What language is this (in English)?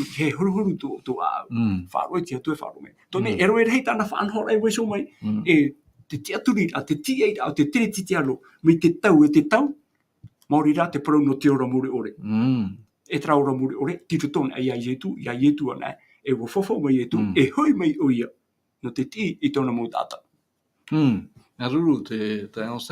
Tahitian